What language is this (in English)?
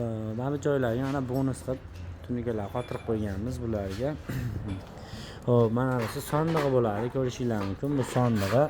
Uzbek